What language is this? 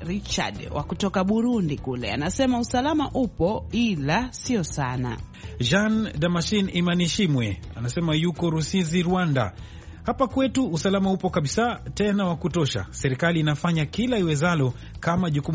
Swahili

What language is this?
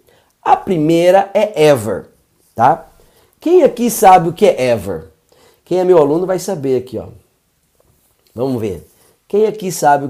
Portuguese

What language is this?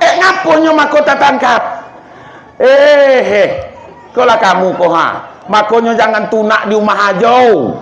Minangkabau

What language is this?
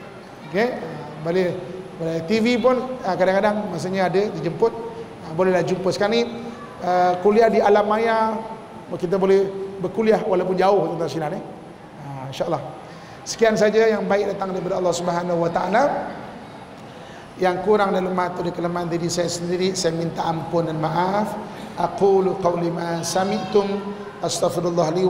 Malay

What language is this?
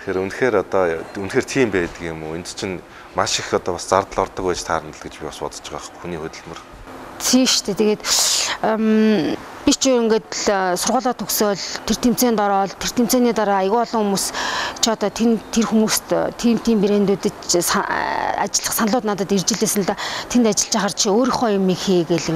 Mongolian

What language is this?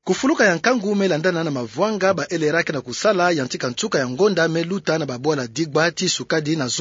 Kituba (Democratic Republic of Congo)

